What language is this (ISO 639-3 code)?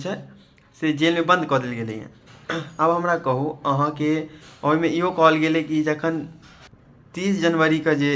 mai